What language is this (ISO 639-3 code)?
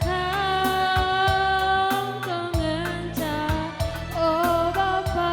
btx